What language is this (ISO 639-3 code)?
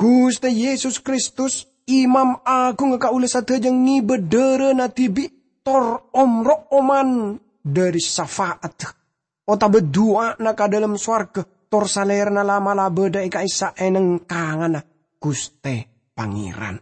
mad